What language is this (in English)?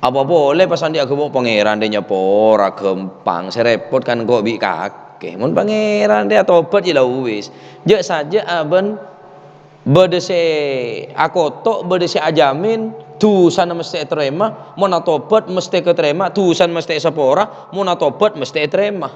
Madurese